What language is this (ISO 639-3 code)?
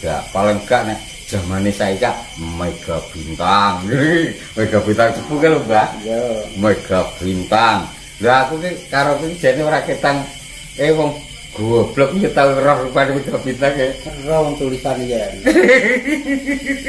jav